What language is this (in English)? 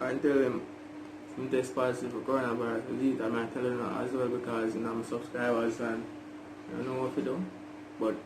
Jamaican Creole English